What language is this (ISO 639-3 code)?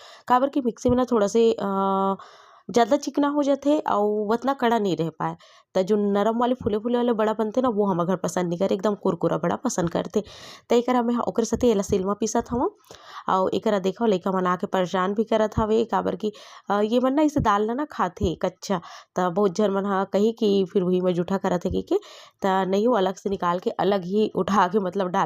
hne